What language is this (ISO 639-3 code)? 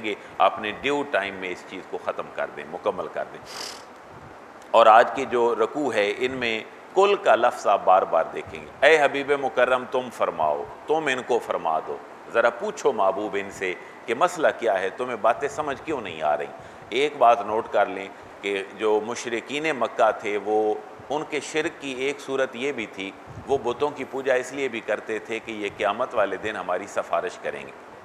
urd